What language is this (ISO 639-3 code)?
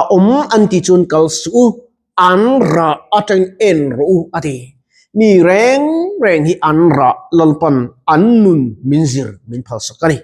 lus